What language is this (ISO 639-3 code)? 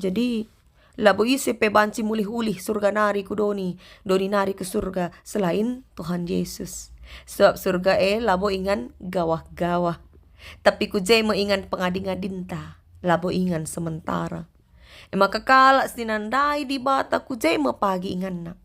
btx